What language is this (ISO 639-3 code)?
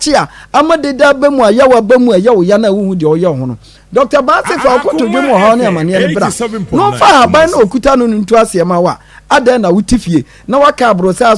aka